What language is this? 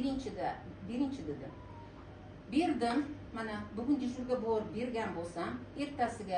Uzbek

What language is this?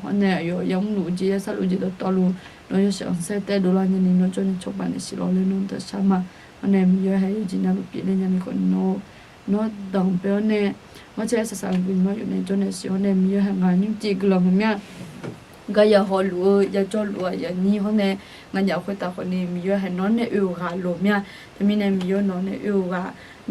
Akha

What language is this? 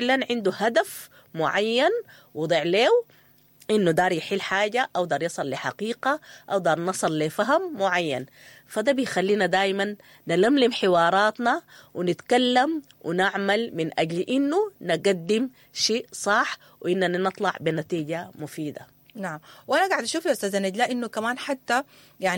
Sudanese Arabic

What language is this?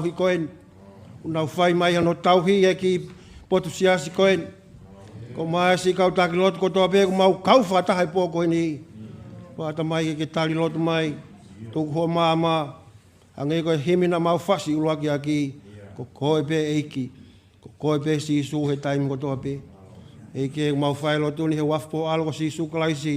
Tongan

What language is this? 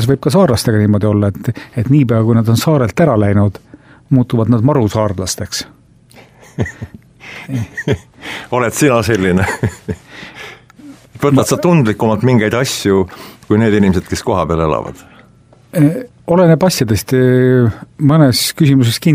Estonian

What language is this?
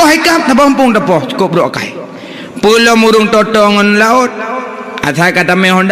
Achinese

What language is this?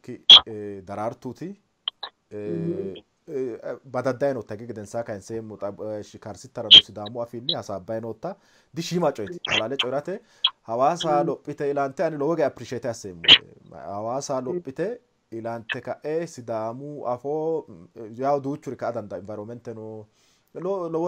Sidamo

